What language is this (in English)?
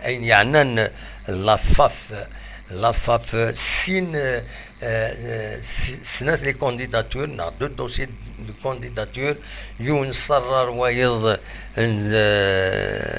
Kabyle